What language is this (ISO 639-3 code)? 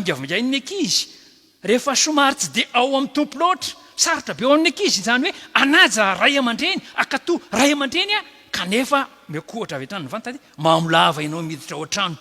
mlg